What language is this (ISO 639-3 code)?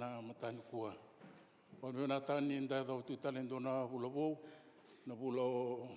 fij